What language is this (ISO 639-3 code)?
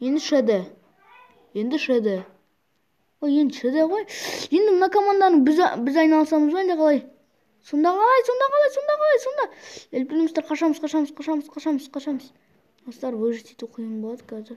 kaz